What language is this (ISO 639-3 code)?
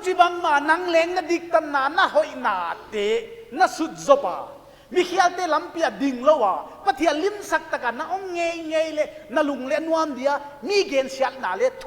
pck